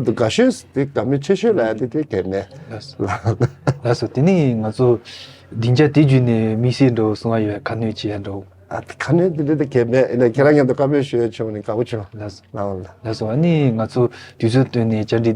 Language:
Tibetan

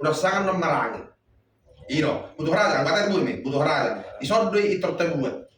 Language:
Batak Toba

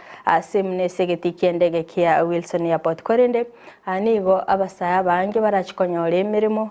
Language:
Gusii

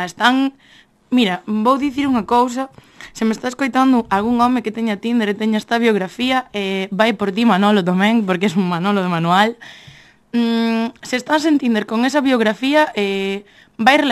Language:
Galician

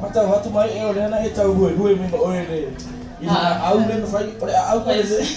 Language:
Samoan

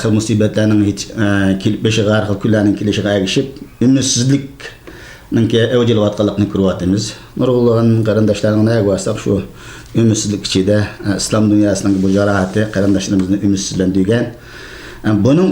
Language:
Uyghur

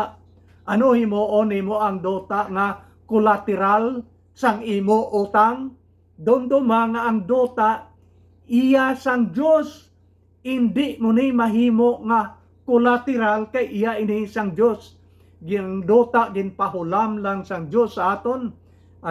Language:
Hiligaynon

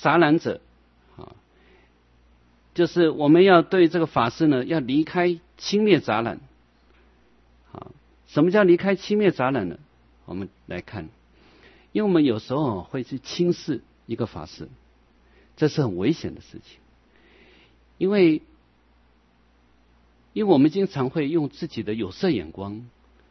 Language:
Chinese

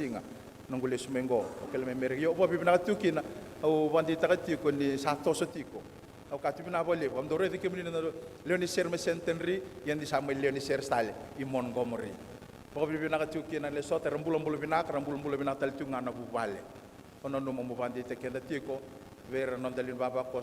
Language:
Fijian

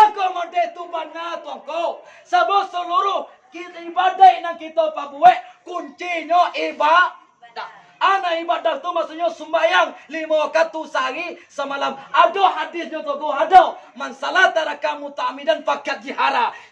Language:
Minangkabau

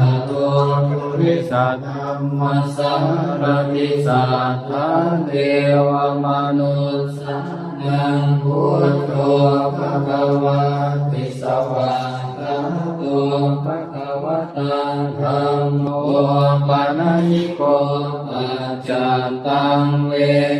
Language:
Pali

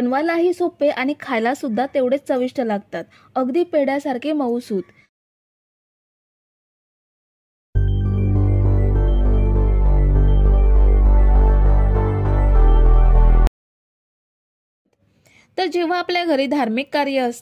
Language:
Marathi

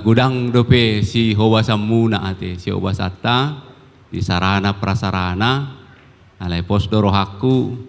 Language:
Batak Toba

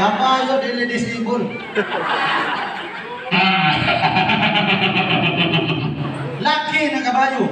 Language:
Cebuano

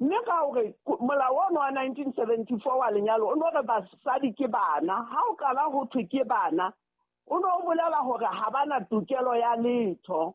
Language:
Southern Sotho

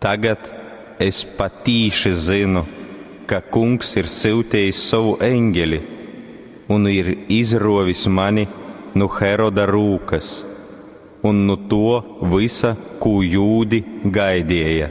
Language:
Latgalian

